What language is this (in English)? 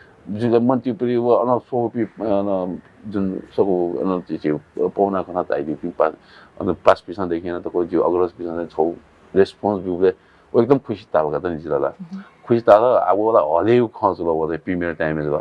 Newari